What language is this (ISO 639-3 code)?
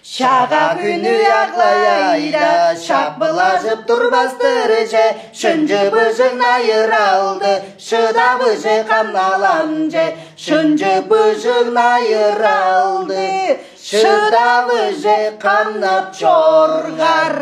tyv